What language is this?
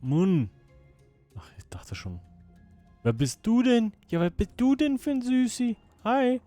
Swiss German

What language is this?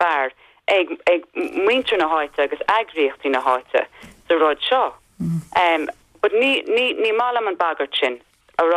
Irish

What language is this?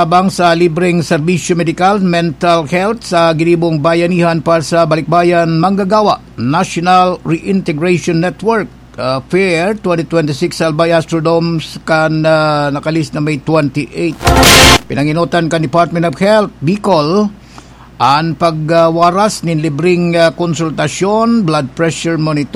Bikol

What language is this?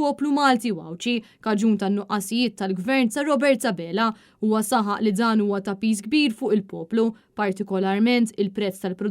Maltese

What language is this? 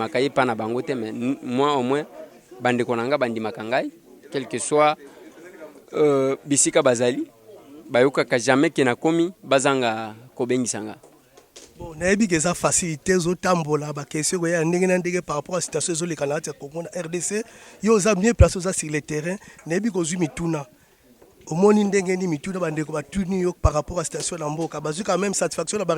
Lingala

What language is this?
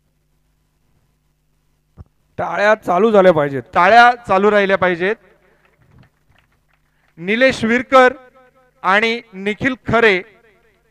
Marathi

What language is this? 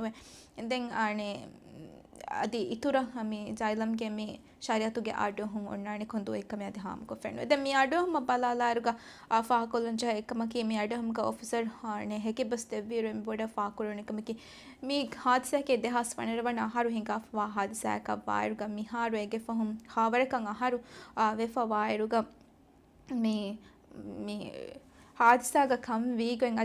Divehi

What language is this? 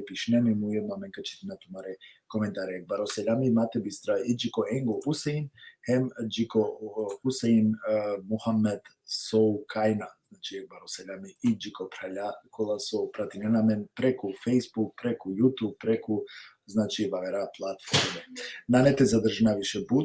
Balkan Romani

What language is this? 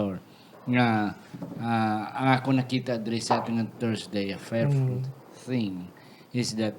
Hiligaynon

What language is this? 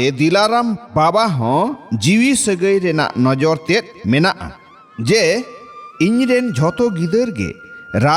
Santali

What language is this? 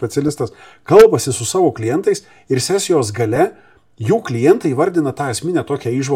Lithuanian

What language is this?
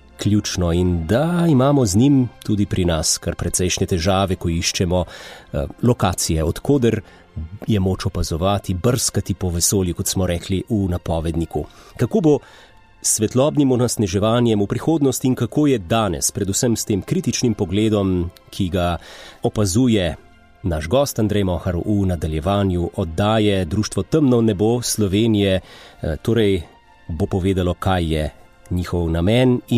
Slovenian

